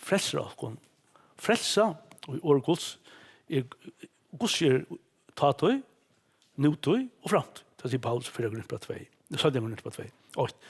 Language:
Faroese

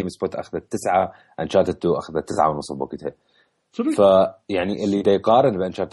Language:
Mesopotamian Arabic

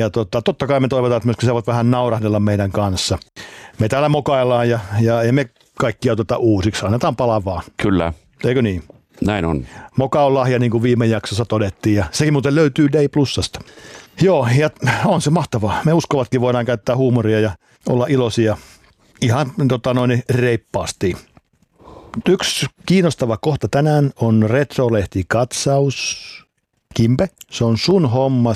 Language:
Finnish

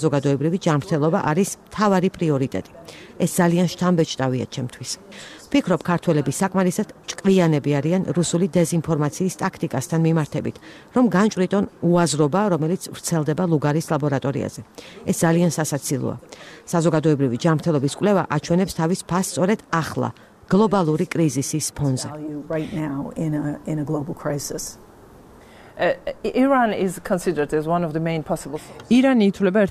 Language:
Georgian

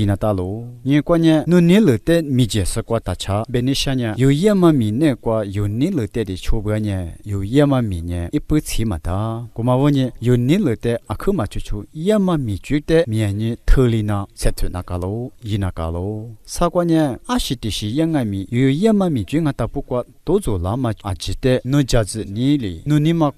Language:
Lisu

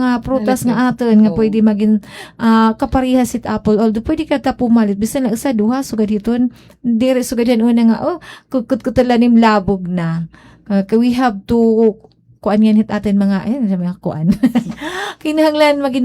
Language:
Waray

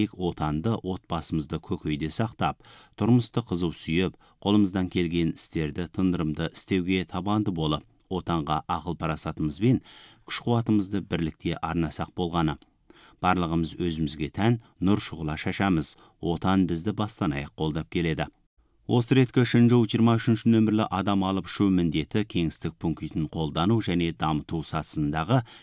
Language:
Kazakh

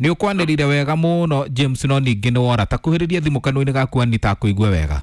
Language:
Kikuyu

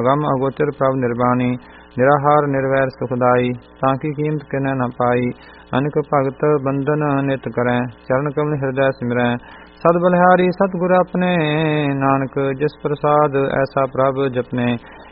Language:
Punjabi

